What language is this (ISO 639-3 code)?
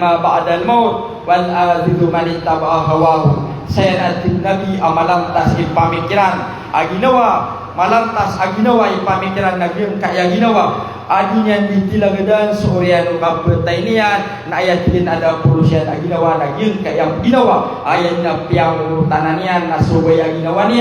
mrw